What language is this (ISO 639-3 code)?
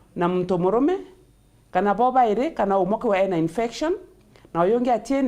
mer